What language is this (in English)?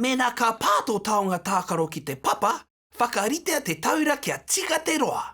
Māori